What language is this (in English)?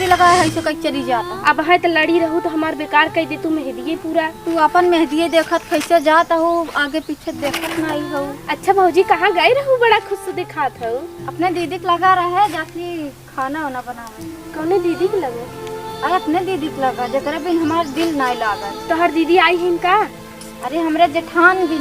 Awadhi